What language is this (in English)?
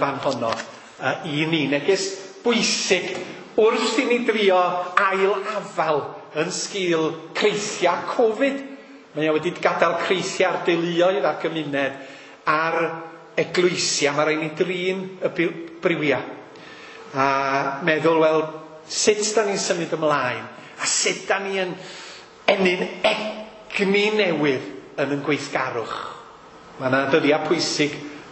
Welsh